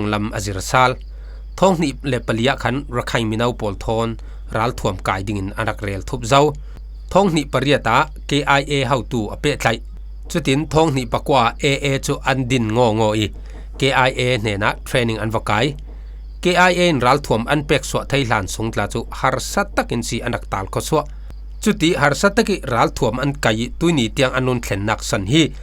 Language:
Falam Chin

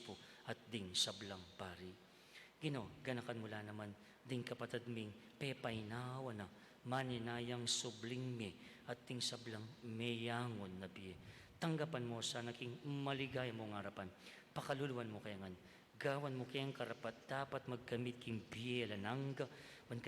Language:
Pampanga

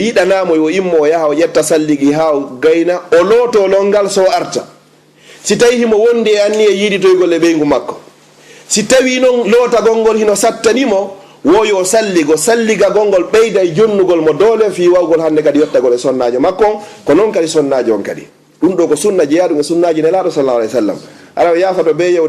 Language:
Fula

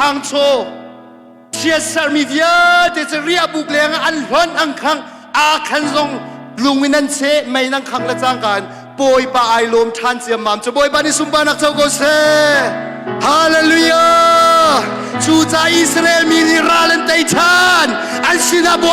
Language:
Hakha Chin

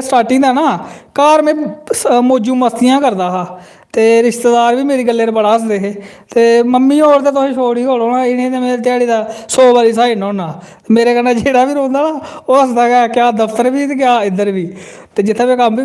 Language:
Dogri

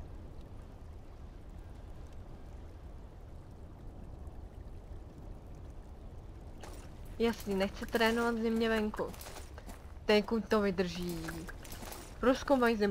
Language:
Czech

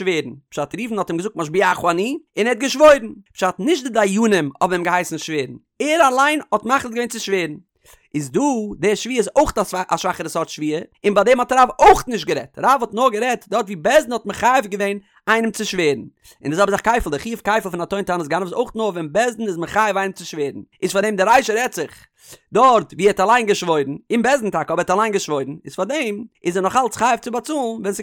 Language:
Yiddish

